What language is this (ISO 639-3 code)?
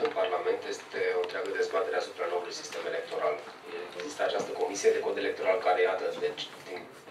ron